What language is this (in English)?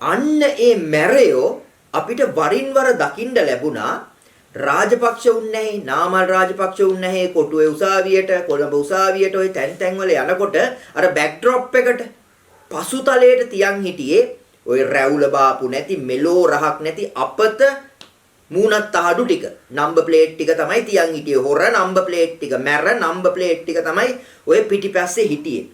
Sinhala